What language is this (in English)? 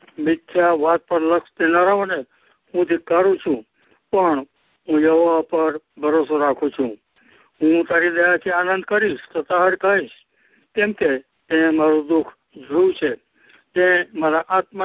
Gujarati